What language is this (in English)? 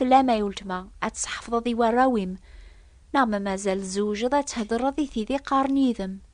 Kabyle